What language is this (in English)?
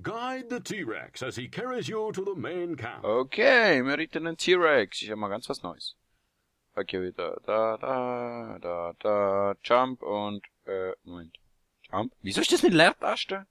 Swiss German